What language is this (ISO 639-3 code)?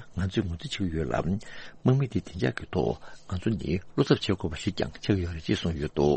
bod